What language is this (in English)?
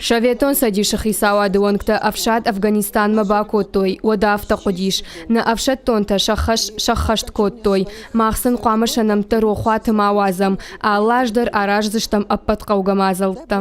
Ossetic